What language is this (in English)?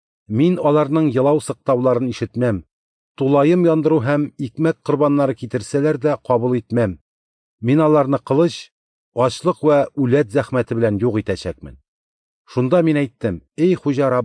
Tatar